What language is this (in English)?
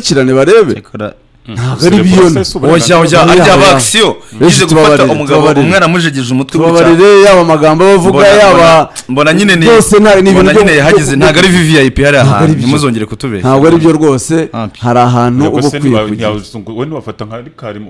Kinyarwanda